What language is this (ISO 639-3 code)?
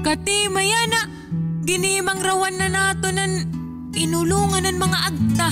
war